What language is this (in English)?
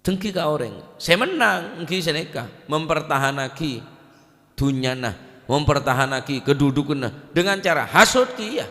Madurese